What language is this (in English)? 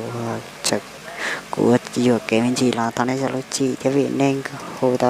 Hmong